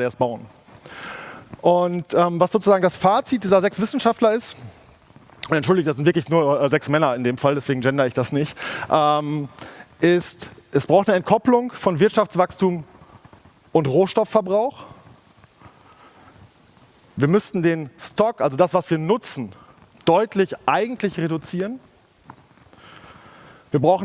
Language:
German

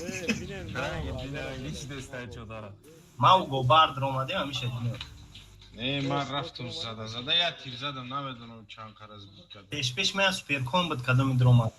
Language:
Tajik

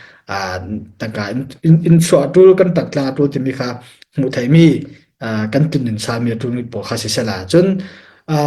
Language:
Falam Chin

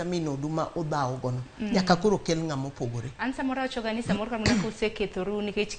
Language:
Luo (Kenya and Tanzania)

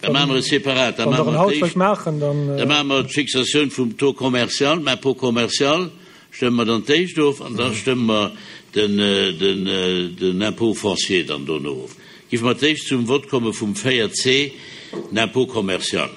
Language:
Luxembourgish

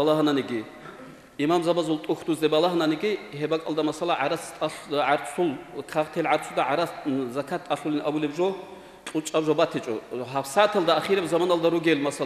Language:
Avaric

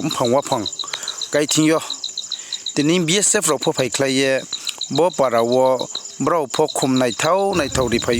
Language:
Riang (India)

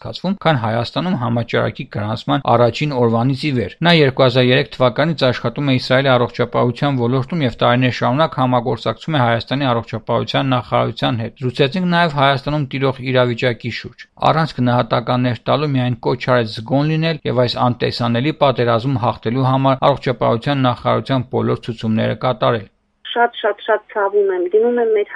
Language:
Armenian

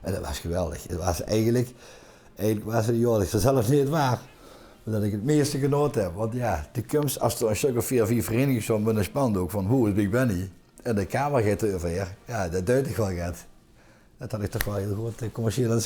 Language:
Limburgish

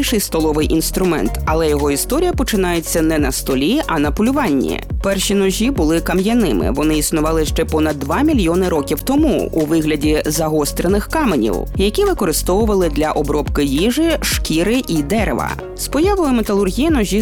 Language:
Ukrainian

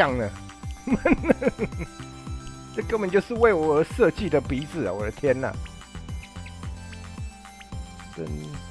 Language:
Chinese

